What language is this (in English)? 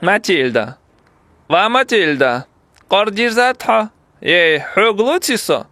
Ingush